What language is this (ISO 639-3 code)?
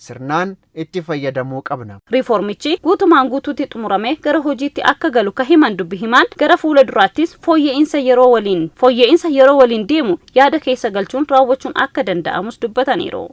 orm